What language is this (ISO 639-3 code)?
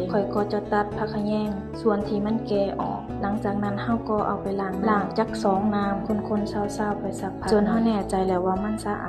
lao